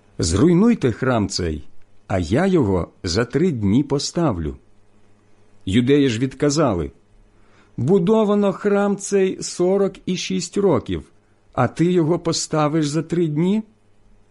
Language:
Ukrainian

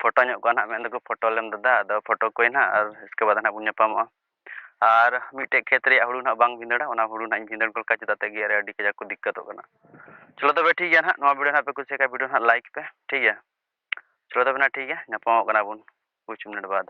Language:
Santali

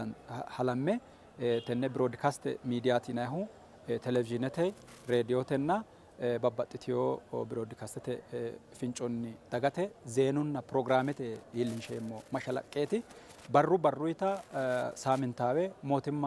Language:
Sidamo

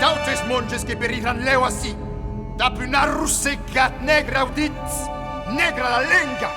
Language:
Occitan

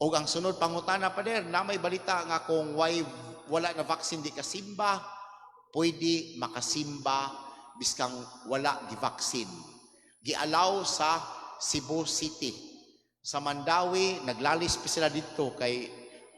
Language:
Cebuano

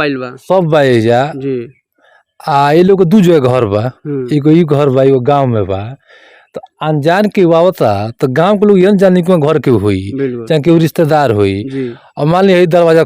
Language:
Bhojpuri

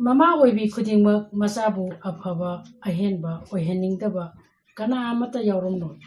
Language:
Manipuri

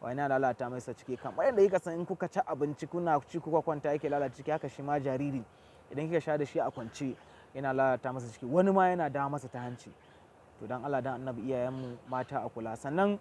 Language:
Hausa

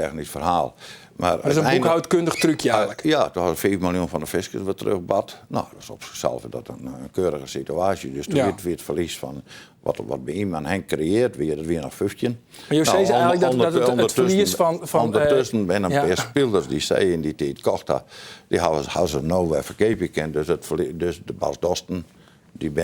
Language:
Western Frisian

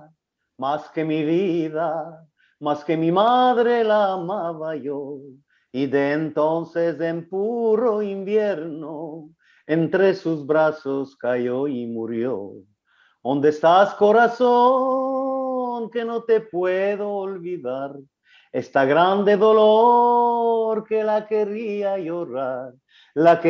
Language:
Ladino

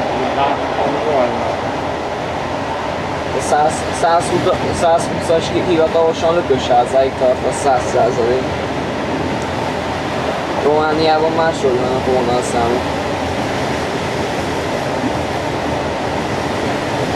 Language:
Hungarian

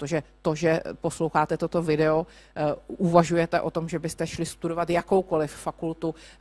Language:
Czech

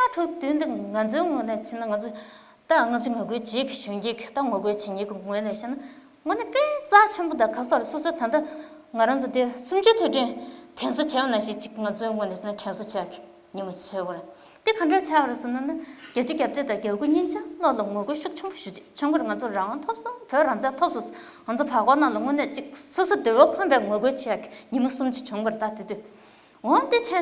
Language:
Tibetan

